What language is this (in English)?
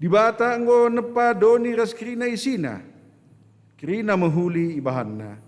Batak Karo